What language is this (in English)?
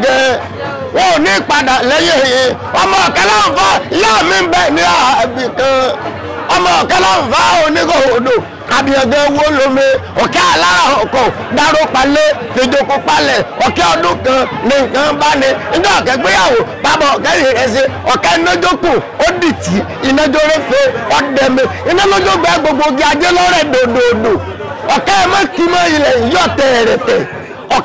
Yoruba